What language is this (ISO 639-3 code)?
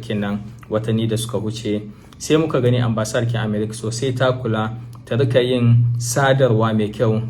hau